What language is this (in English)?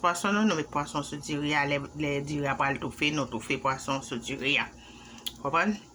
Haitian Creole